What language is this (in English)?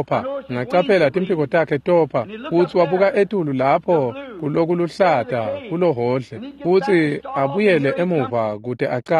Swati